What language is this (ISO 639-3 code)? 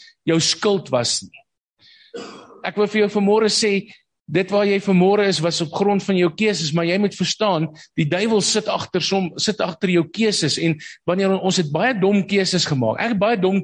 afr